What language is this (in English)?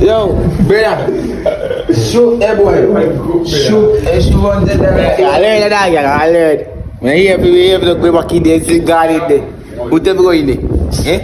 Jamaican Creole English